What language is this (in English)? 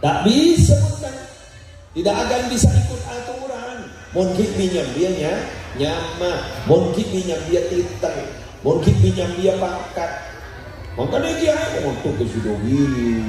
Madurese